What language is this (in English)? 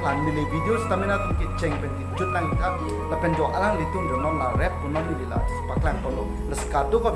Karbi